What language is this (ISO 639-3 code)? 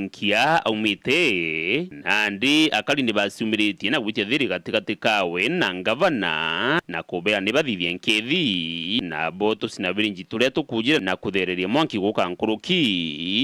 mer